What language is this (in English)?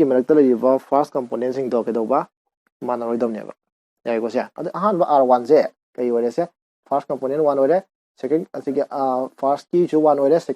Manipuri